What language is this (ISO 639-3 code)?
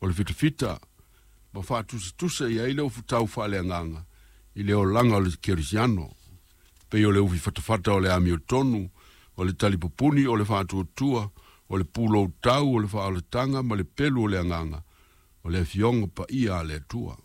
smo